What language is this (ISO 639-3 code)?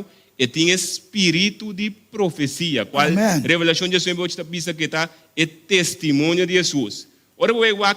pap